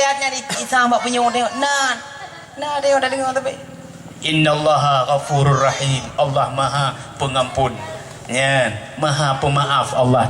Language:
Achinese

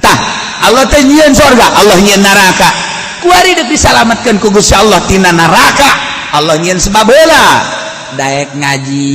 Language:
Sundanese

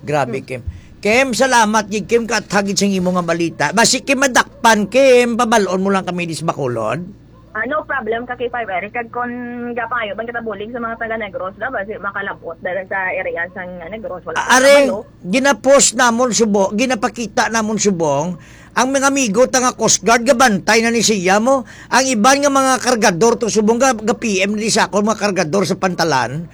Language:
Hiligaynon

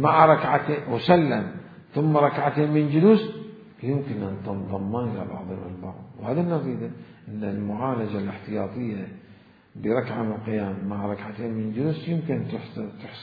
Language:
Mesopotamian Arabic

